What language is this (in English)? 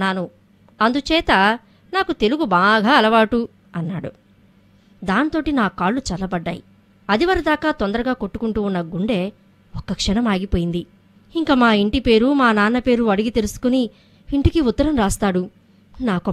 Telugu